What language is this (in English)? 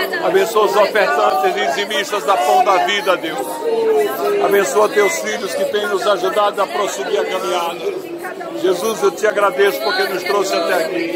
Portuguese